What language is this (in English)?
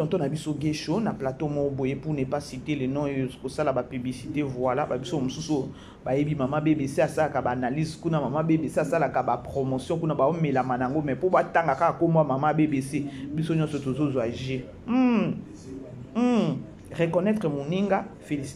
Lingala